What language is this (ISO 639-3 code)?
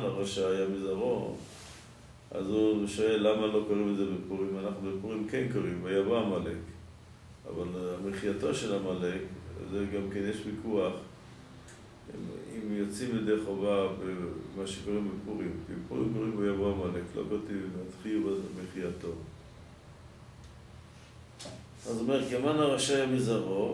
heb